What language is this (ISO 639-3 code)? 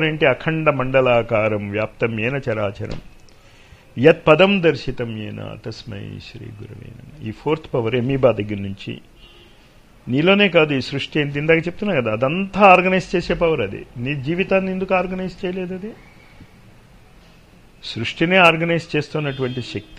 tel